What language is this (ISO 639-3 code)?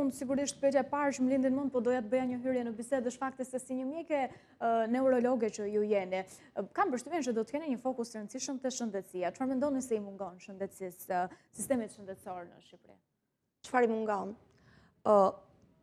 sqi